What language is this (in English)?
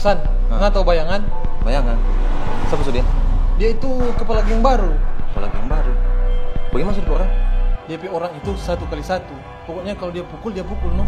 Manado Malay